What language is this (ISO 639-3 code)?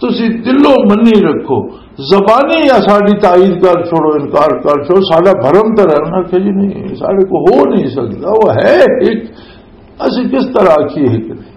lah